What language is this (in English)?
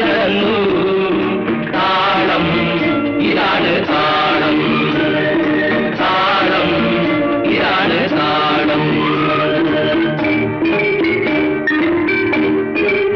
Malayalam